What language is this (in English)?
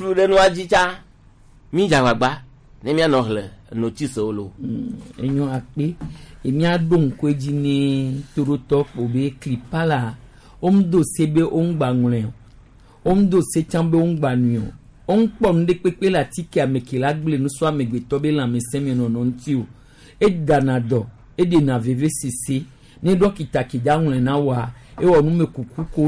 Gen